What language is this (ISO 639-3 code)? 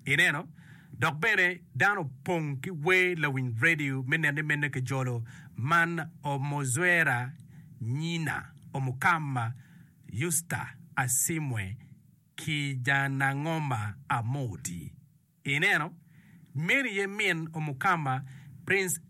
ach